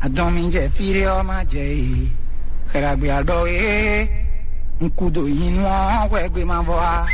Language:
Fon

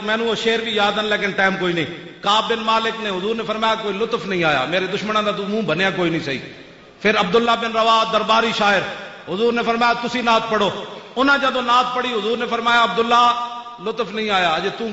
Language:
Western Panjabi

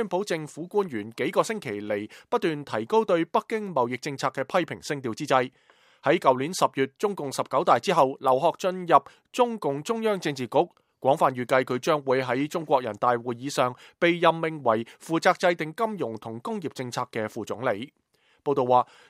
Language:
Cantonese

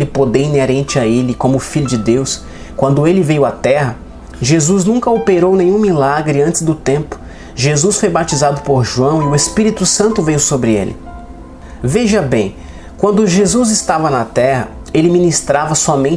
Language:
Portuguese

